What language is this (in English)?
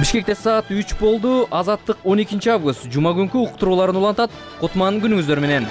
Kyrgyz